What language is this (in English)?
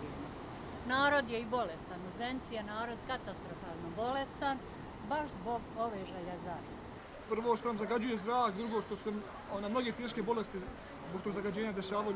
Bosnian